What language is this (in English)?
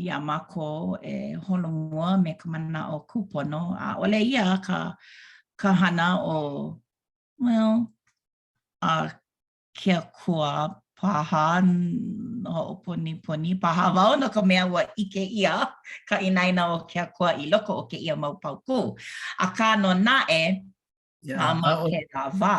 Hawaiian